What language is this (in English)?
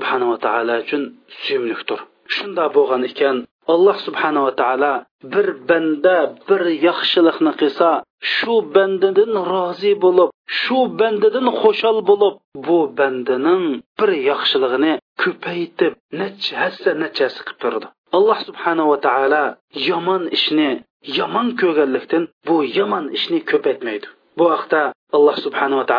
Uyghur